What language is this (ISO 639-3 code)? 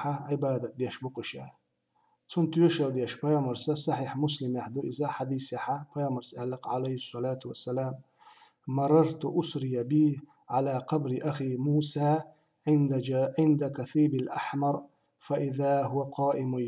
che